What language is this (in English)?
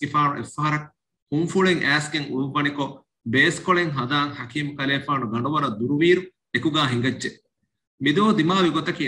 Divehi